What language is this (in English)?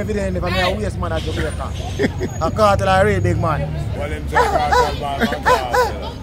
Jamaican Creole English